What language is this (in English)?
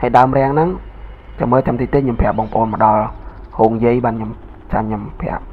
Khmer